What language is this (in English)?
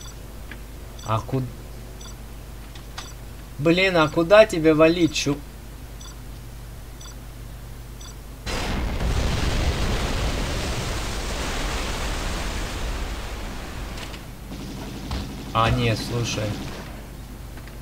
Russian